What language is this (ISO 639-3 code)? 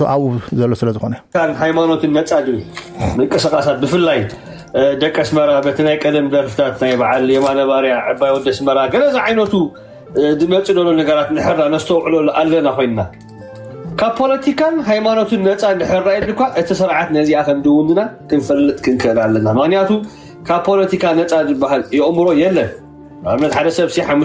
tir